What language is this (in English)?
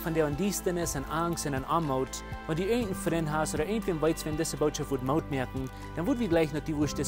Plautdietsch